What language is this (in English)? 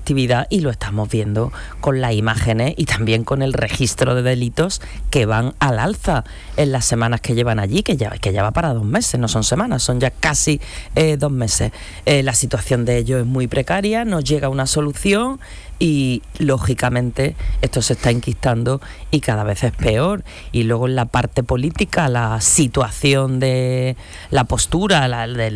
Spanish